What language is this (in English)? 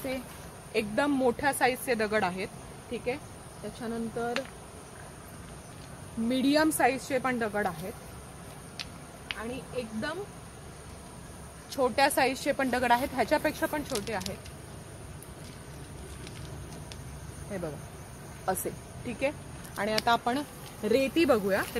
Marathi